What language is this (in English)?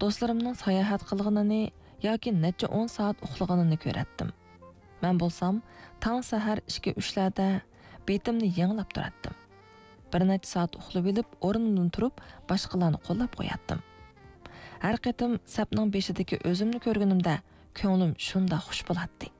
Uyghur